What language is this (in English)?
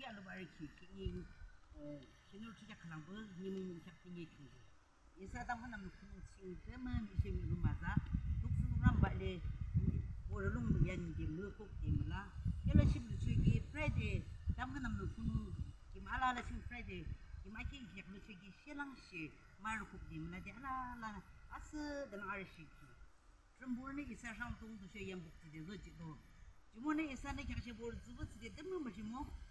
Yimchungru Naga